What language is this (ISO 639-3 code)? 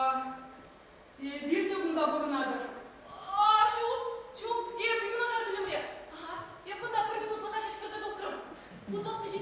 chv